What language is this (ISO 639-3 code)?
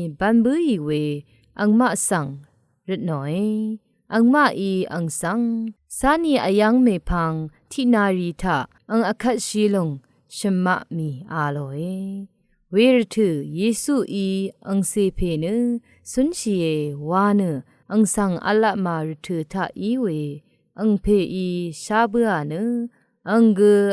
raw